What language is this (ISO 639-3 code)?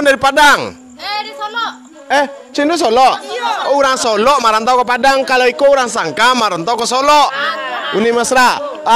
min